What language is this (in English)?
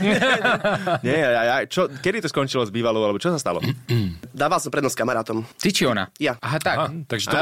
Slovak